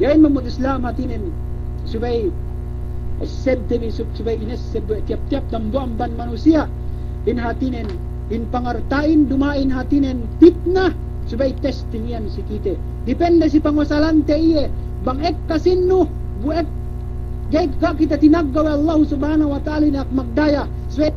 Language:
Yakan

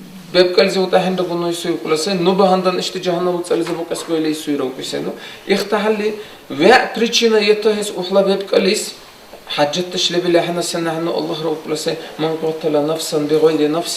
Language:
Dargwa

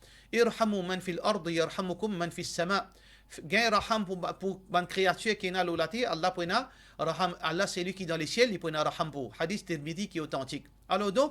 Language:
Morisyen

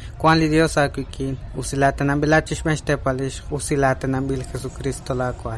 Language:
Kekchí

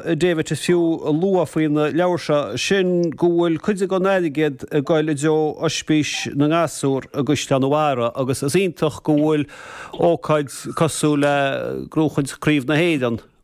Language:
Irish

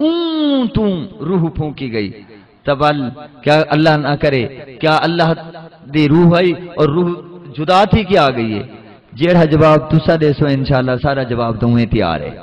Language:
Saraiki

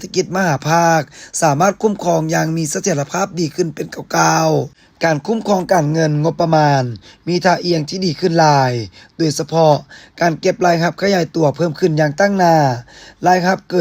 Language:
Lao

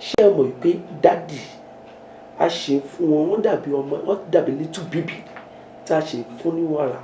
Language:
Yoruba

